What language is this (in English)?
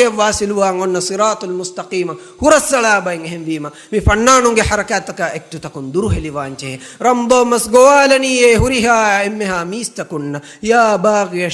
Divehi